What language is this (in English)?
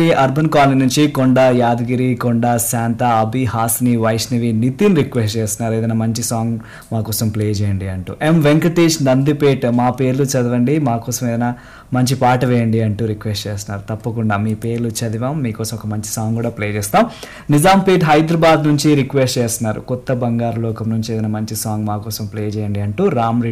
Telugu